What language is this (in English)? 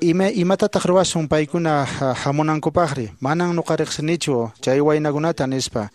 Quechua